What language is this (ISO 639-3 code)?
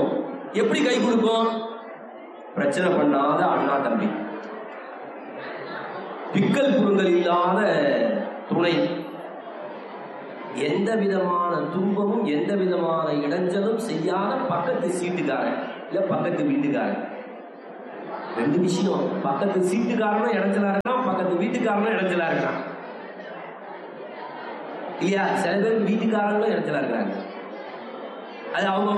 tam